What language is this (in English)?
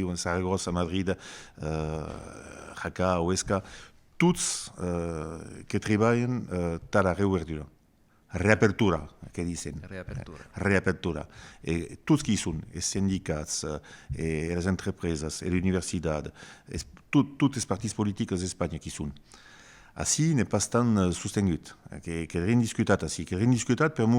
Occitan